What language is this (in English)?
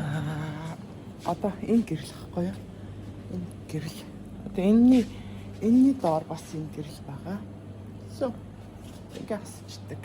Mongolian